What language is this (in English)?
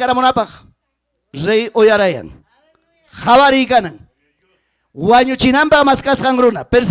Ayacucho Quechua